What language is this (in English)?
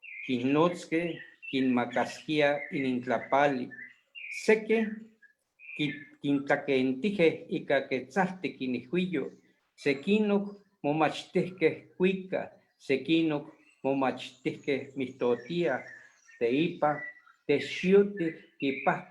Eastern Huasteca Nahuatl